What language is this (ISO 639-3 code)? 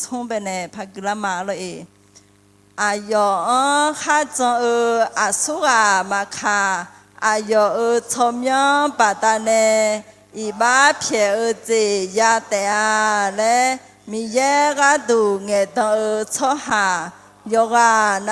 ahk